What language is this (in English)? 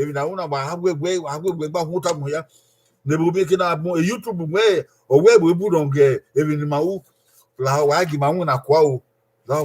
Bini